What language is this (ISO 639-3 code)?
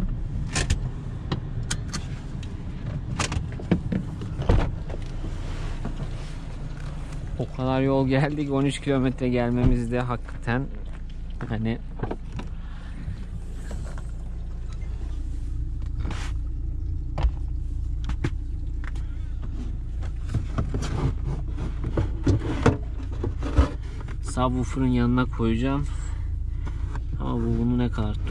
tur